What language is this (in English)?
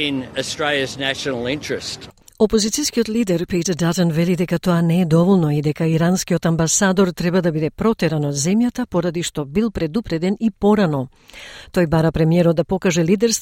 Macedonian